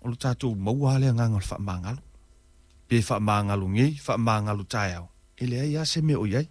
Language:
Samoan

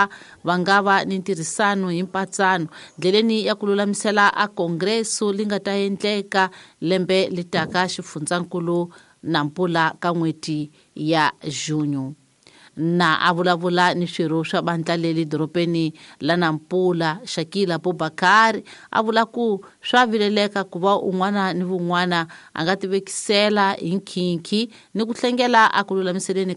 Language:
Tsonga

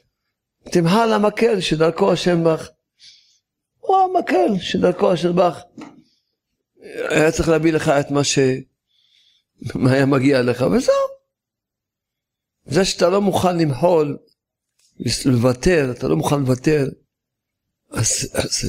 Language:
Hebrew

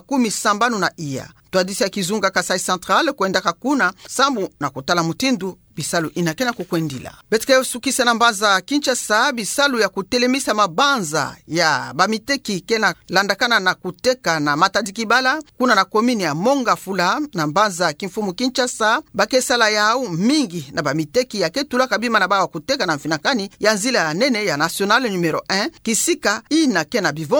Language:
Kituba (Democratic Republic of Congo)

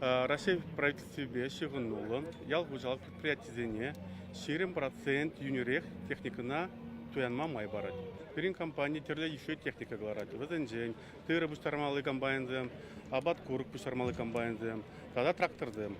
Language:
Chuvash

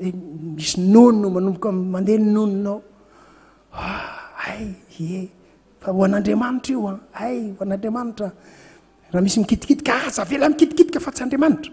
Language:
Malagasy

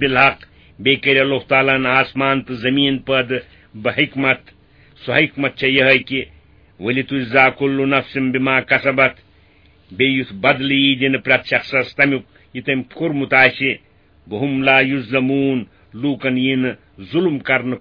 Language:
Kashmiri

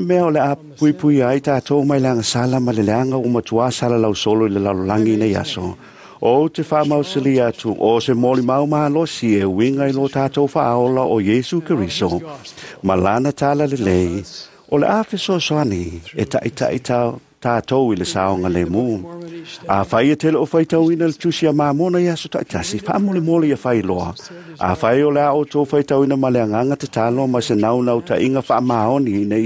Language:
Samoan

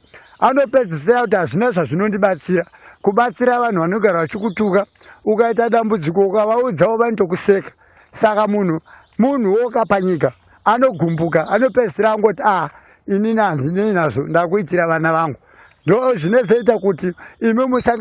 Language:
Shona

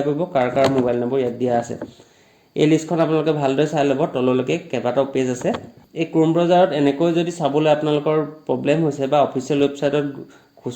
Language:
Assamese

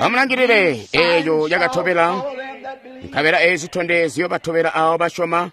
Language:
Tonga (Zambia)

